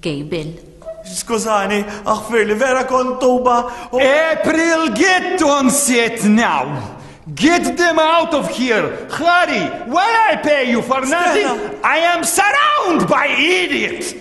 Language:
Maltese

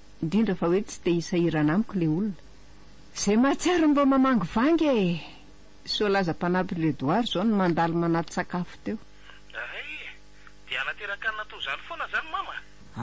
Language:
Malagasy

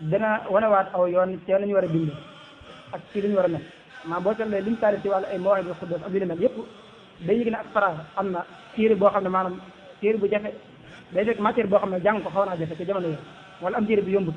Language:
Wolof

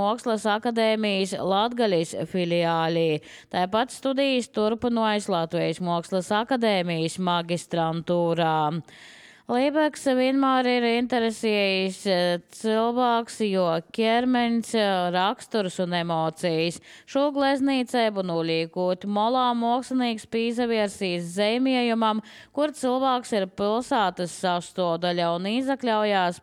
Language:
Latvian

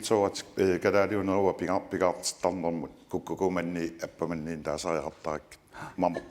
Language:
Kalaallisut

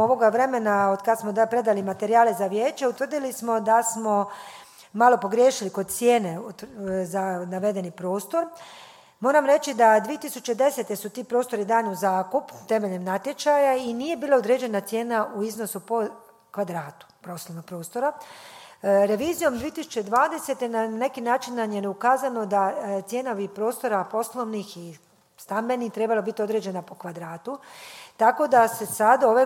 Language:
Croatian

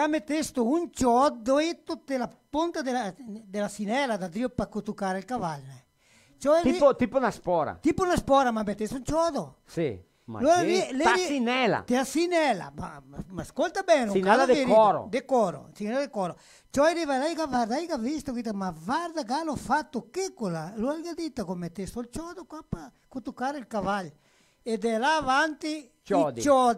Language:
Venetian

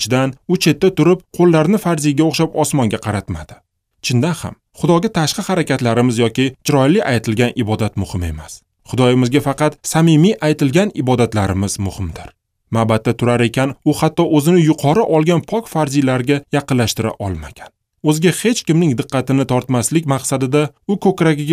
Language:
Uzbek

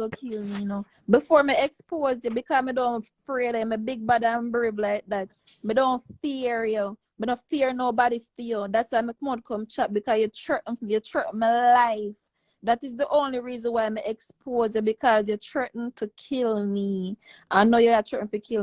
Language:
Jamaican Creole English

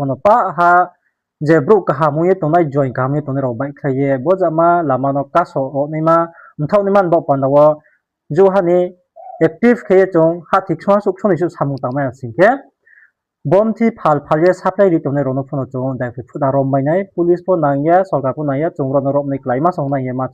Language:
Riang (India)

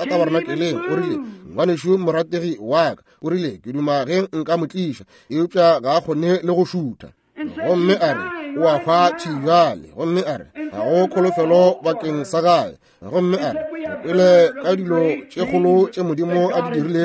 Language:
Northern Sotho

